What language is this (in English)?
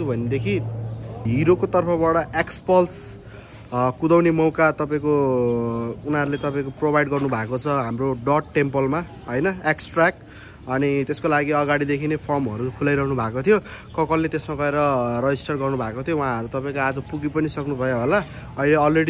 Nepali